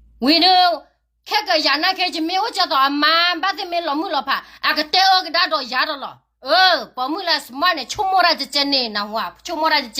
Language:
S'gaw Karen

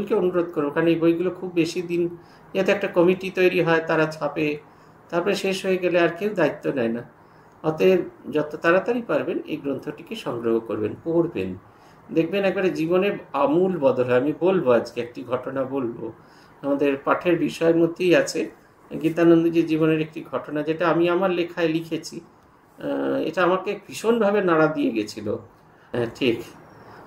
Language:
Bangla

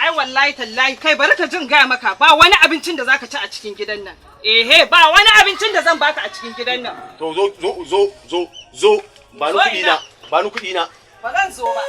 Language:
Hausa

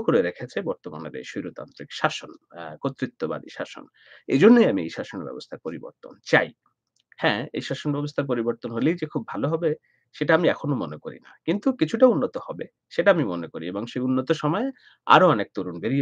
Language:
Bangla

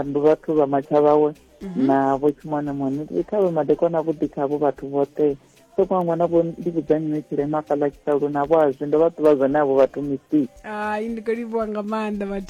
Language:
Venda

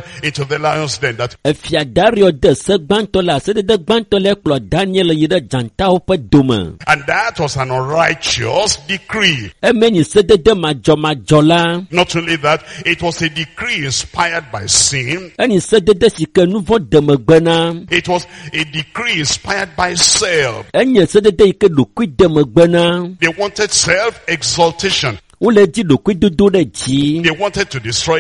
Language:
Ewe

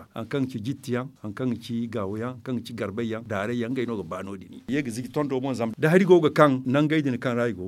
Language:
Zarma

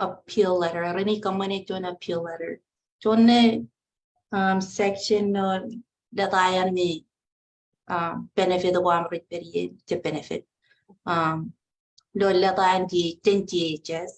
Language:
Marshallese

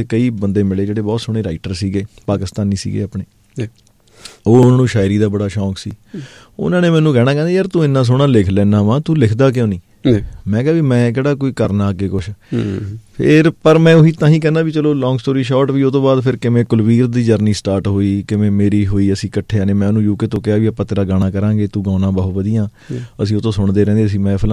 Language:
Punjabi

